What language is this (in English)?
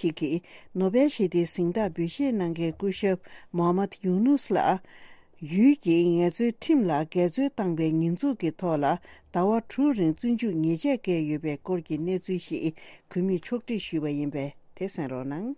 Tibetan